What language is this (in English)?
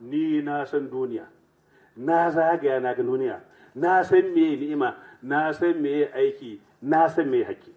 Hausa